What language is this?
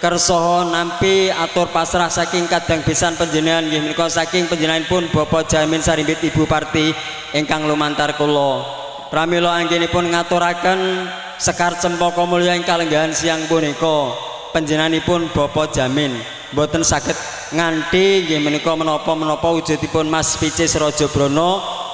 Javanese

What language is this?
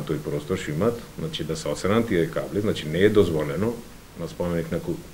Macedonian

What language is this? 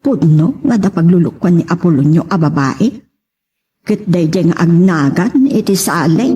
Iloko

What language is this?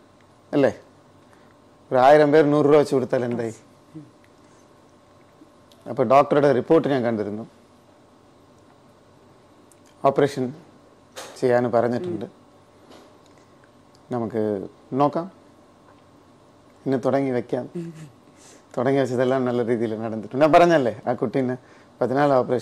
Malayalam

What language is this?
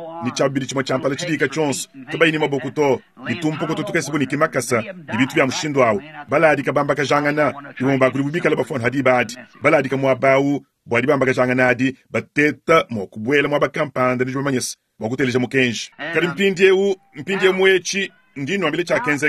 Luba-Lulua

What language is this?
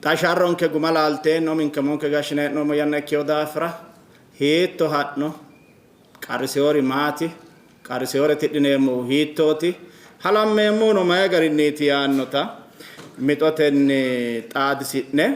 Sidamo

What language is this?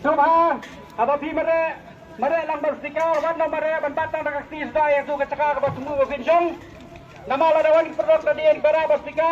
Khasi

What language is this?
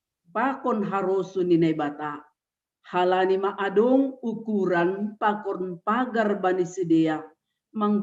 Batak Simalungun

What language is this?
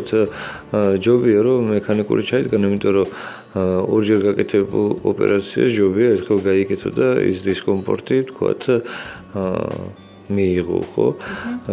Georgian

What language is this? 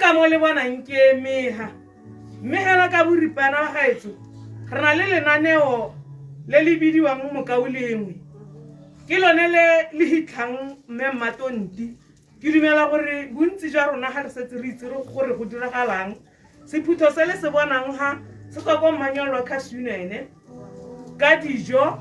Tswana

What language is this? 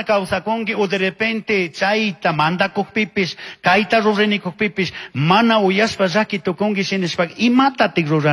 Chimborazo Highland Quichua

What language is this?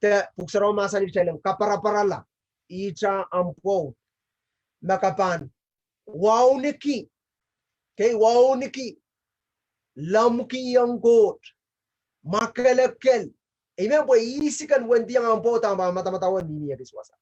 Pohnpeian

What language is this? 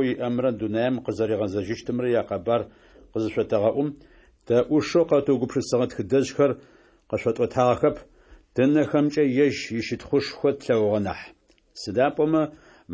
Adyghe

